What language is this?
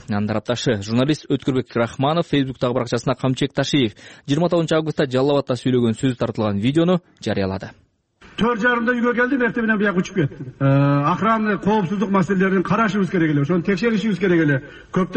Kyrgyz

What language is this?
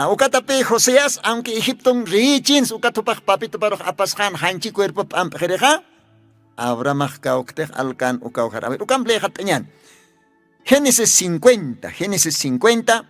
Aymara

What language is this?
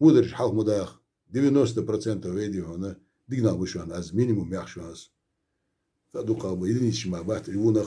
Ingush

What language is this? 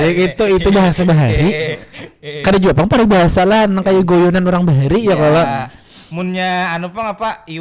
Banjar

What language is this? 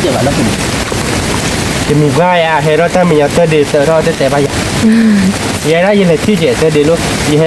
S'gaw Karen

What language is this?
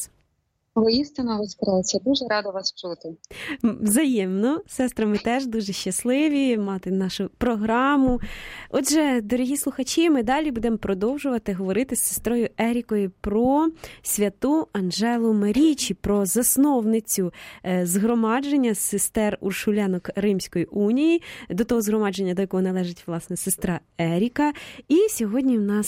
Ukrainian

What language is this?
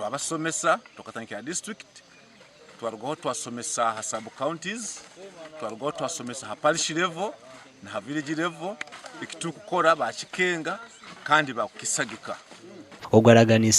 Nyankole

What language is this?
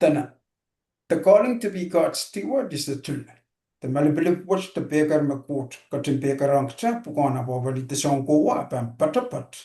Pohnpeian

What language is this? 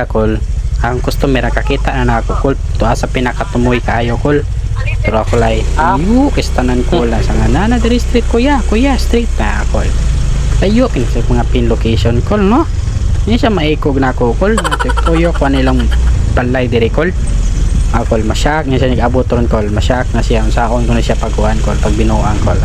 Cebuano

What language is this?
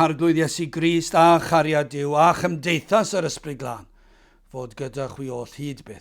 Welsh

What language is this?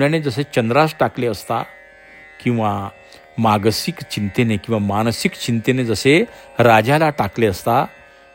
Marathi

